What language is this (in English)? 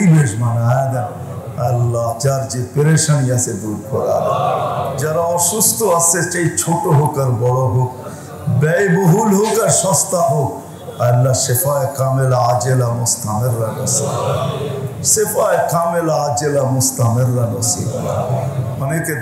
Bangla